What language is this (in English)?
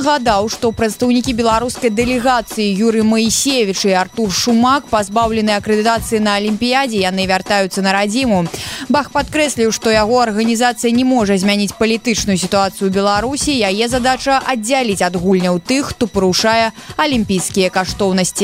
Belarusian